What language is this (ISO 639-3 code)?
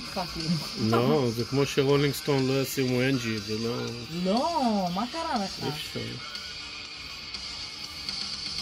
heb